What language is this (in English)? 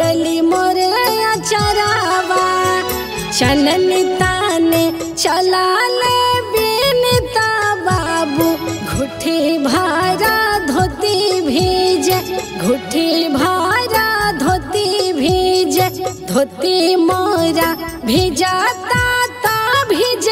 Bhojpuri